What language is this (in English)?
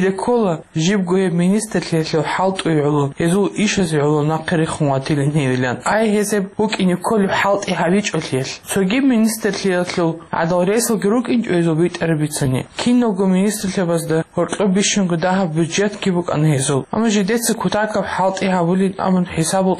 Avaric